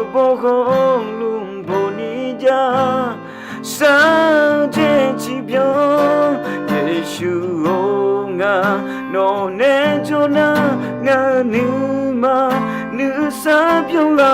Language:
Akha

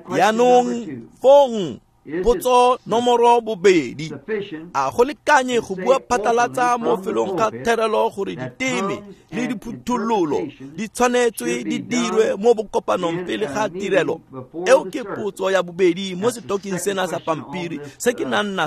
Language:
Tswana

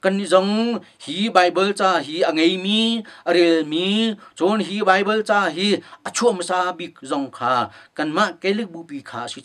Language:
Hakha Chin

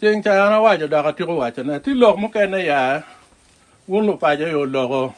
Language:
Acoli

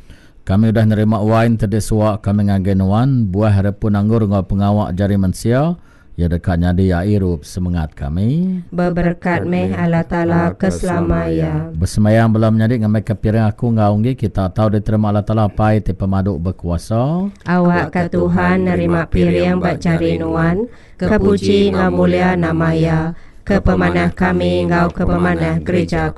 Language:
Iban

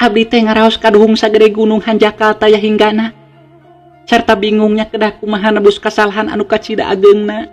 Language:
Sundanese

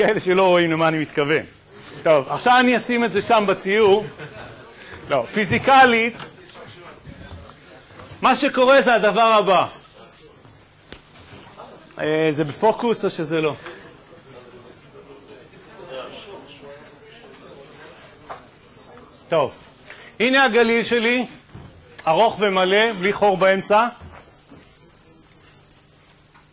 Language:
Hebrew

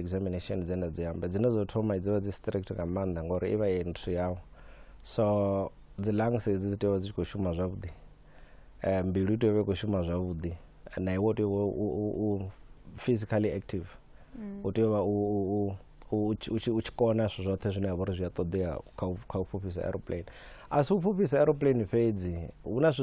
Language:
Venda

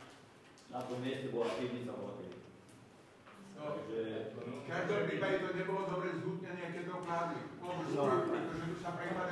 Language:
Slovak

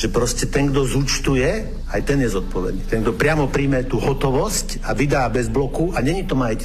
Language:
Slovak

